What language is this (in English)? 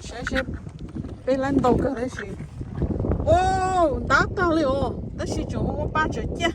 Hmong